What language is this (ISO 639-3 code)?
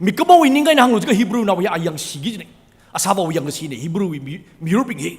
nmf